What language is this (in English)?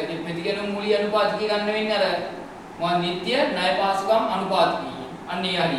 Sinhala